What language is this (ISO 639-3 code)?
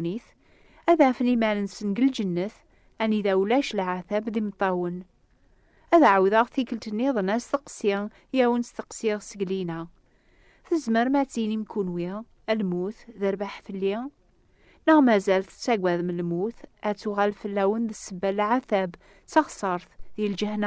kab